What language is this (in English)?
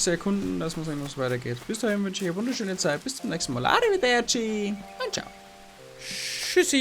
Bavarian